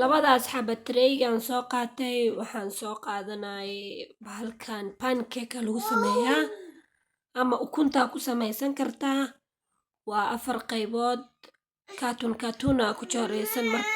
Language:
Somali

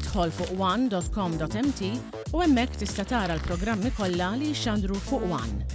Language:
Maltese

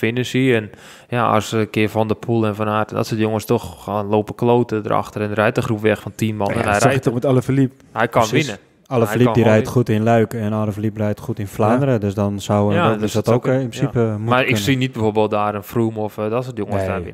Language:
Dutch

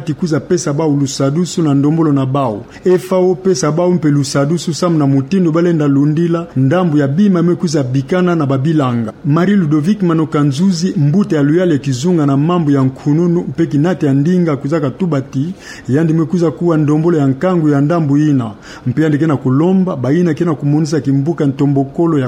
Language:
Kituba (Democratic Republic of Congo)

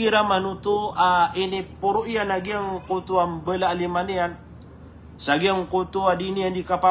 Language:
Maranao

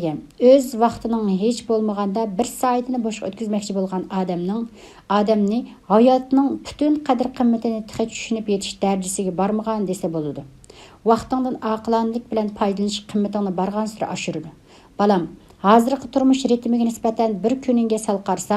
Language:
Uyghur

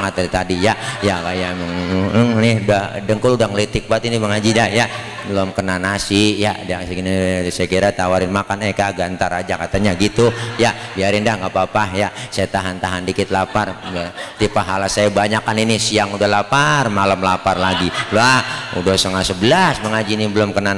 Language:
Betawi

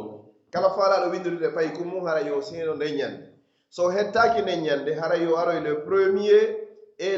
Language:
Pular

